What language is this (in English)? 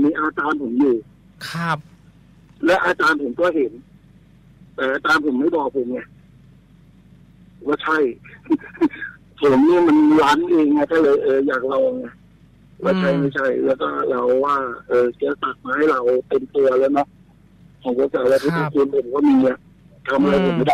Thai